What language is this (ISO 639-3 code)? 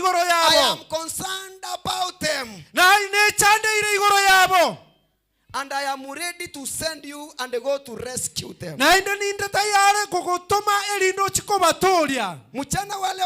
guz